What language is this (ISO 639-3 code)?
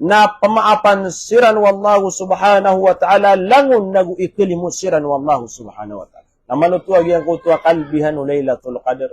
mrw